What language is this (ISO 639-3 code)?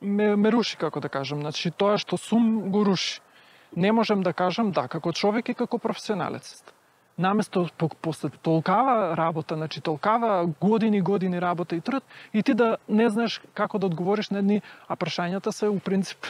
mkd